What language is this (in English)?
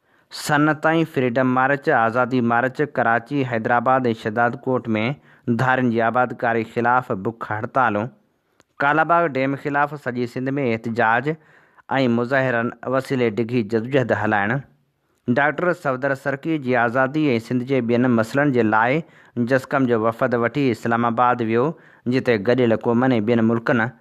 Sindhi